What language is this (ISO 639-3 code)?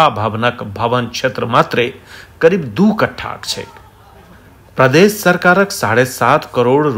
mai